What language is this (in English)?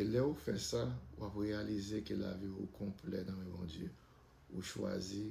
Haitian Creole